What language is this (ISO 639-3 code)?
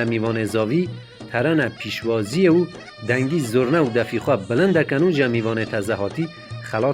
kur